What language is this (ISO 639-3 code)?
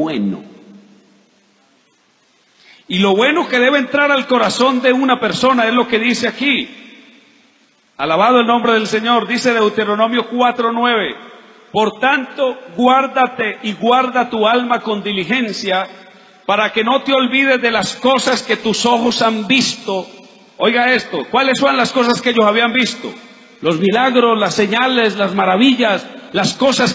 spa